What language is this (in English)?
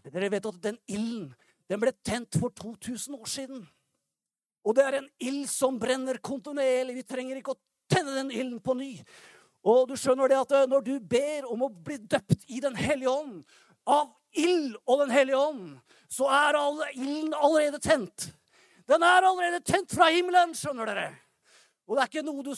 Norwegian